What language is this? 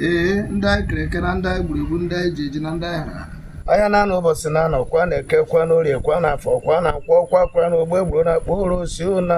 Igbo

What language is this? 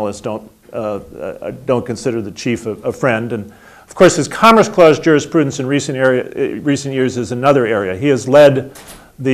English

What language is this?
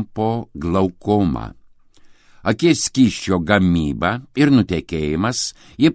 Lithuanian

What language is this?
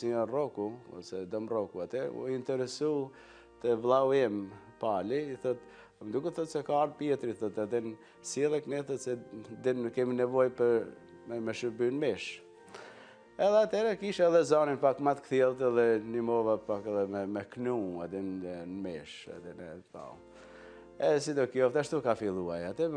Albanian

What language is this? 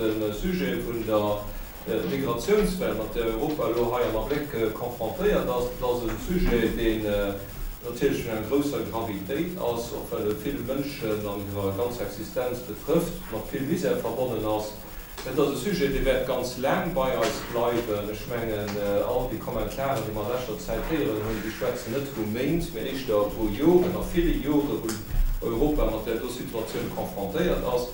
Luxembourgish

